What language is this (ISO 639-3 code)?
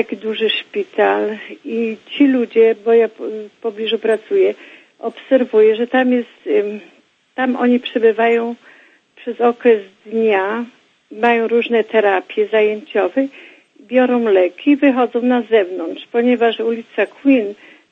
pol